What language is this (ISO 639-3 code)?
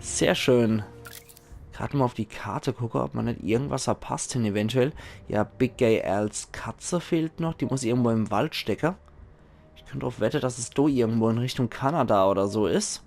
pfl